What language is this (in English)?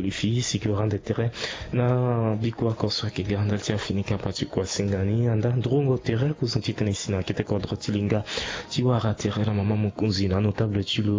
Sango